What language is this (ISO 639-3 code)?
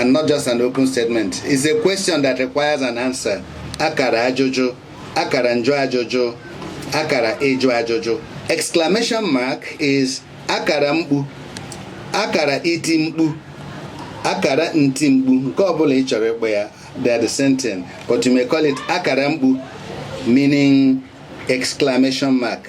ibo